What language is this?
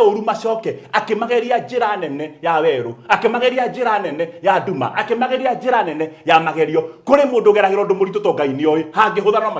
Kikuyu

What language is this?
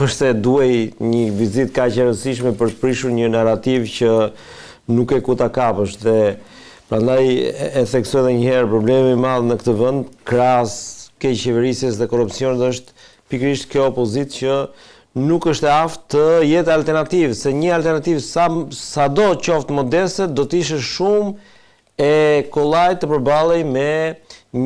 Albanian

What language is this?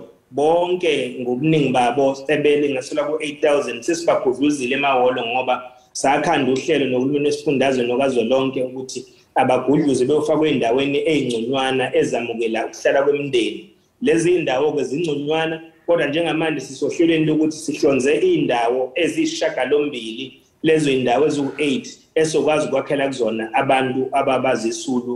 Zulu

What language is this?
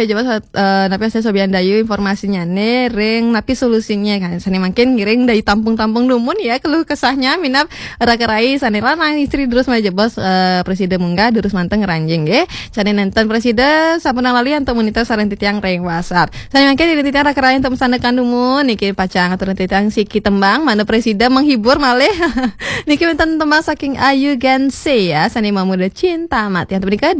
Balinese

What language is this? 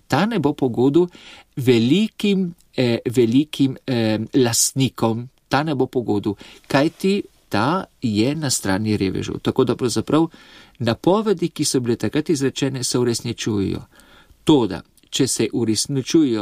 Slovenian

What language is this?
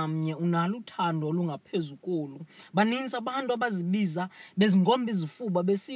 Xhosa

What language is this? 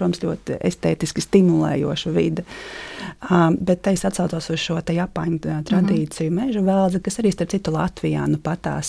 Latvian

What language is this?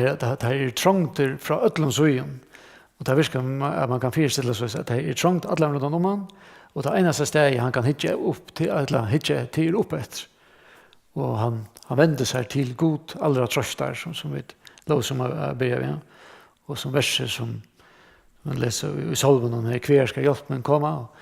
Faroese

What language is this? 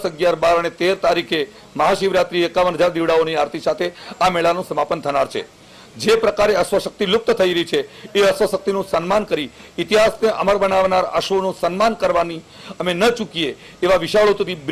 Gujarati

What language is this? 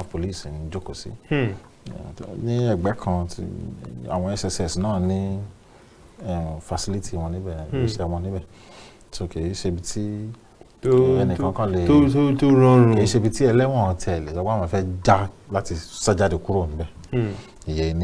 Yoruba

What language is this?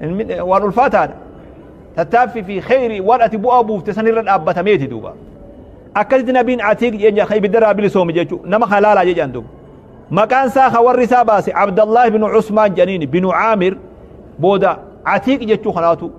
Oromo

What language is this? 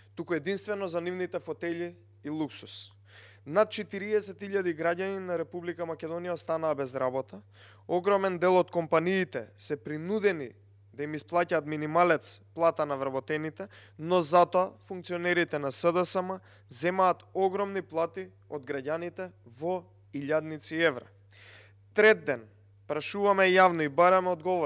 Macedonian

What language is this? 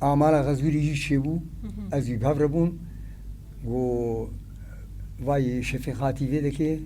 Kurdish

